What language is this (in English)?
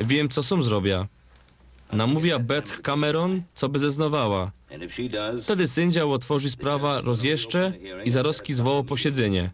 Silesian